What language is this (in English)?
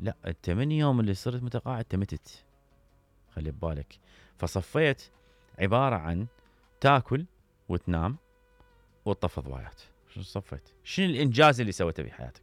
Mesopotamian Arabic